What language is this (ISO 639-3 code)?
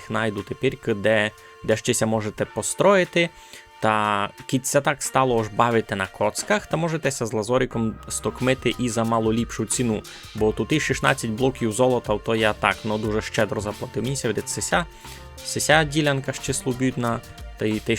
rue